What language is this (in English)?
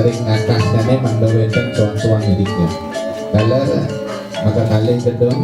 Balinese